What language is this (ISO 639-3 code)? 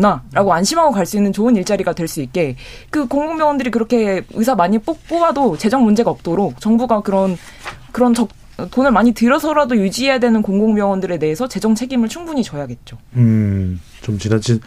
kor